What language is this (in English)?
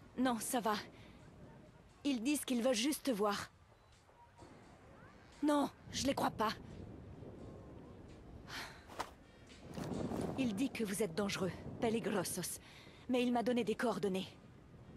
French